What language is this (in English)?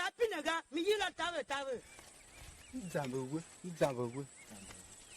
Tiv